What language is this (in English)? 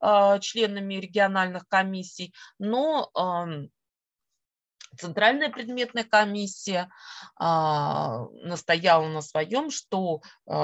Russian